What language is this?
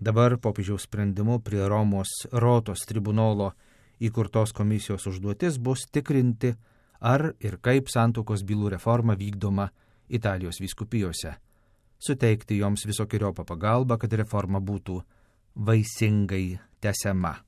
Lithuanian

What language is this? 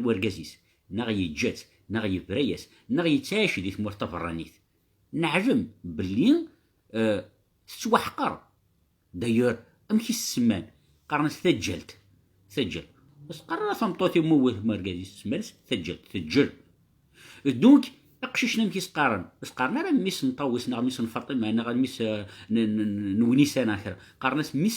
Kabyle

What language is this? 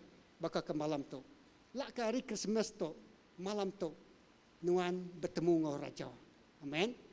Iban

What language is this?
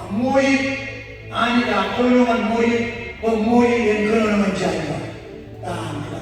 Marshallese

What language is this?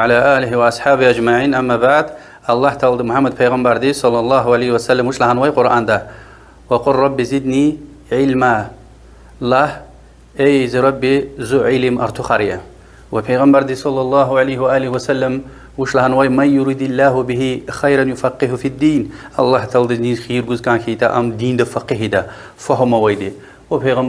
Lezghian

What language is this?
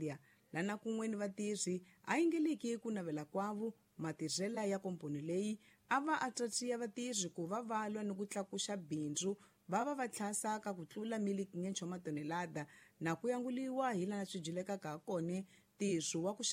Tsonga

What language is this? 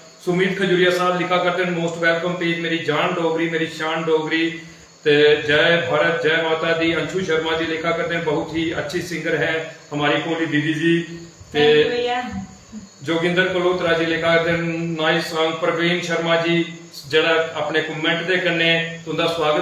Dogri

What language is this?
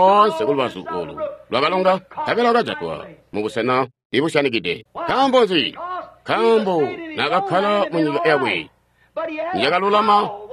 Tonga (Zambia)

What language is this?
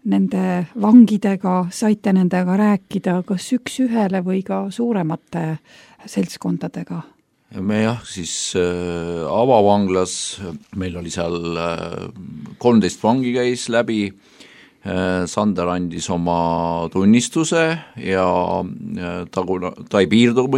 Estonian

